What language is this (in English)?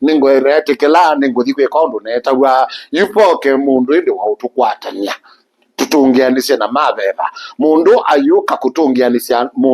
Kamba